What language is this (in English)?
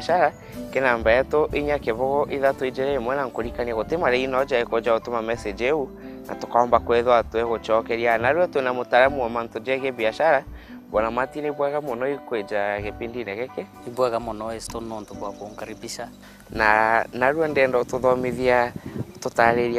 Meru